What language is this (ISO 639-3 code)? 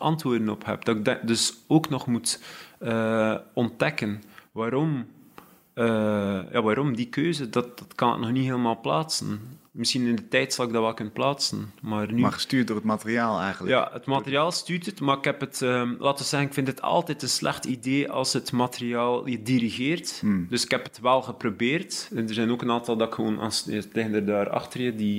nld